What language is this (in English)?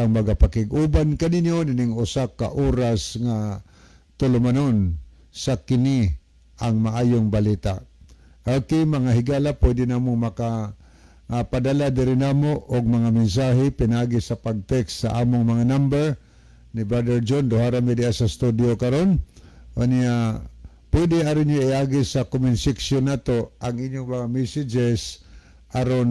Cebuano